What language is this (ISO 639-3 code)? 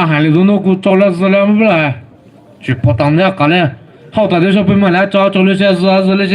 pmx